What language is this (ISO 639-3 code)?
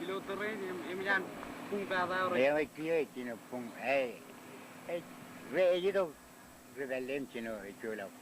mah